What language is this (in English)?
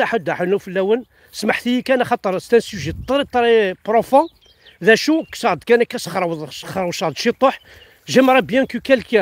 Kabyle